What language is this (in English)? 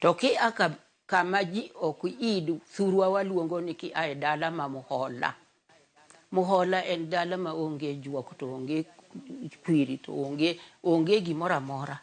Luo (Kenya and Tanzania)